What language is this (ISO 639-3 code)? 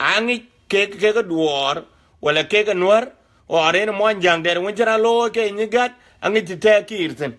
din